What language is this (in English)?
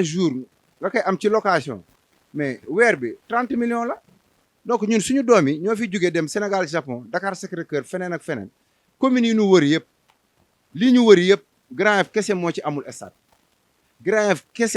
Wolof